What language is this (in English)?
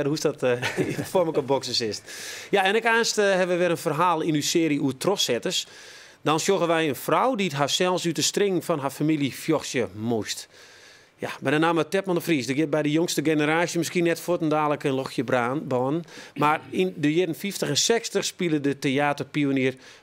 Western Frisian